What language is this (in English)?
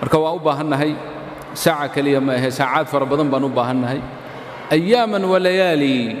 Somali